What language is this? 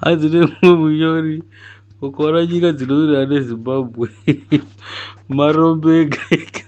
Shona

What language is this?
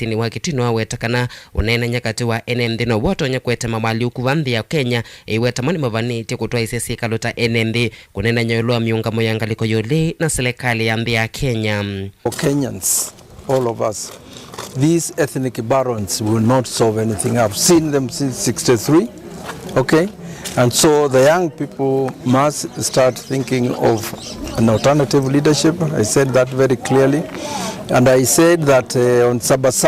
Kamba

